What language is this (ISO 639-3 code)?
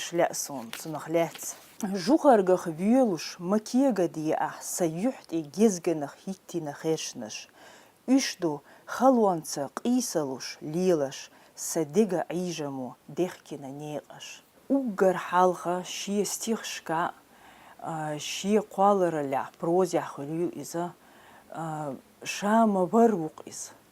che